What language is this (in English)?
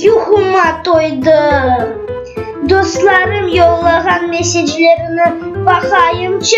Crimean Tatar